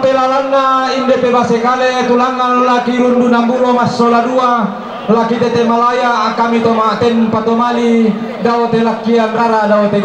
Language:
Toraja-Sa'dan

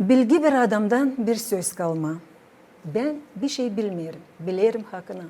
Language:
Gagauz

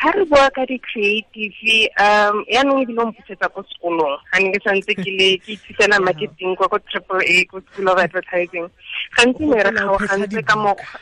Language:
Tswana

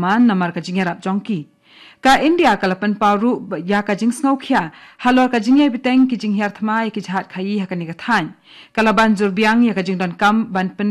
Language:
Khasi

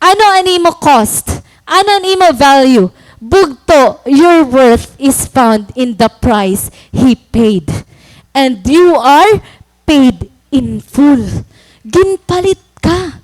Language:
Waray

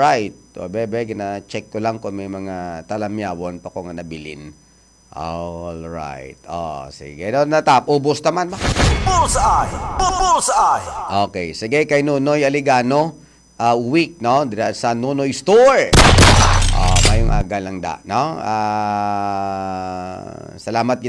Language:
Hiligaynon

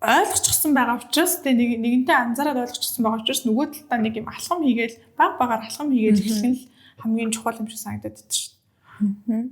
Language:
Mongolian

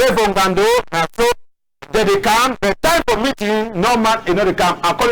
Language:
Cameroon Pidgin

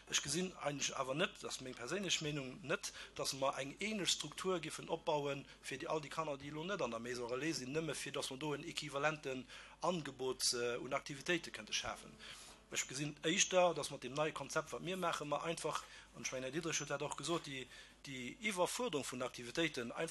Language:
Luxembourgish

